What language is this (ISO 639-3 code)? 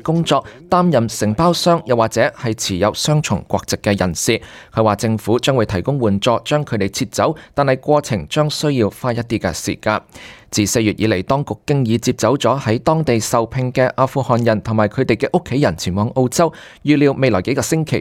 yue